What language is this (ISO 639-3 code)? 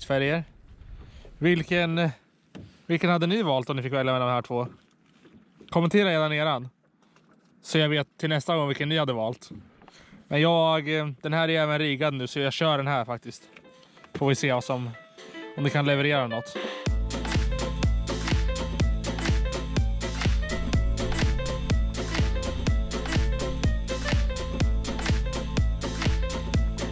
swe